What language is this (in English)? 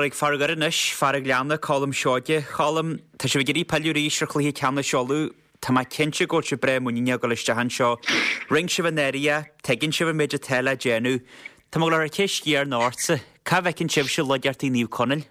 Irish